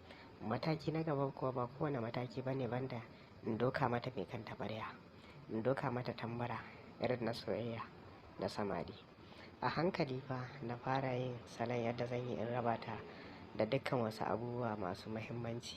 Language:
Hausa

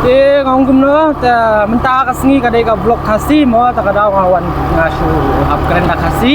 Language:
Khasi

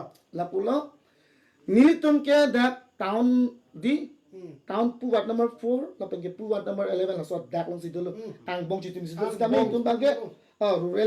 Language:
Karbi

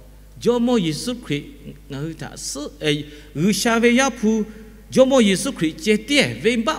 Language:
Lahu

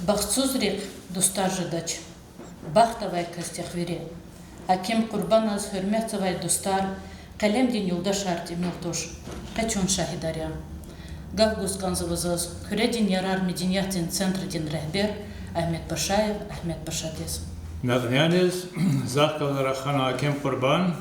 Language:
Lezghian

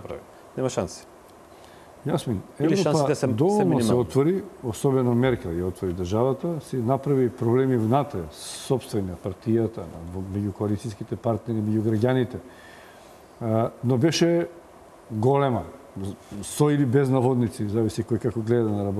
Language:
Macedonian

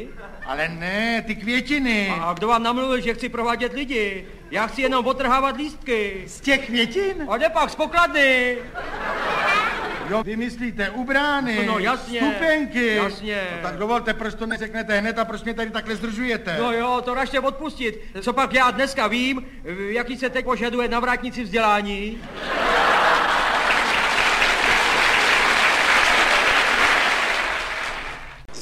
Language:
Czech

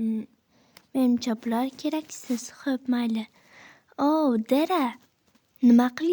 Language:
Uzbek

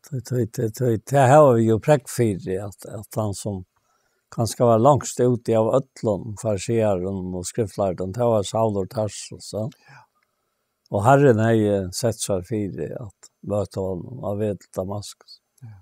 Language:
Faroese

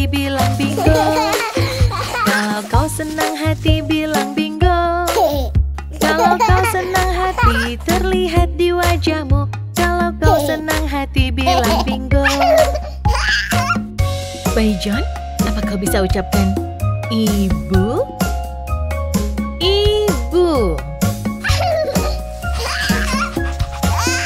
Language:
Indonesian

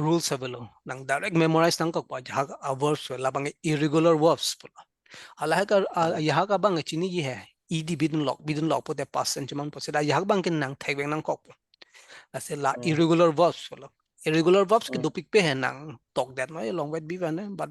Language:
Karbi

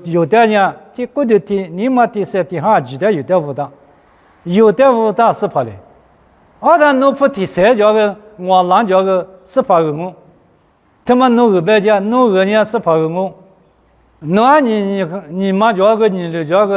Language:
Lisu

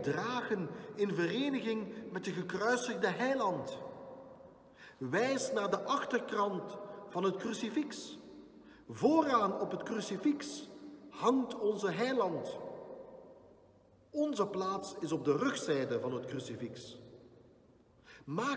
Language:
Dutch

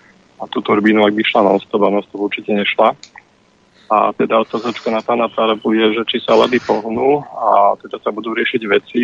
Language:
Slovak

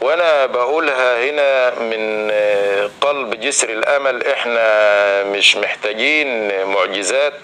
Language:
Egyptian Arabic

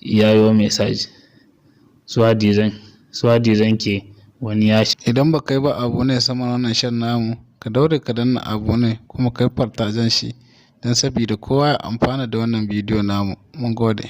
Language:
Hausa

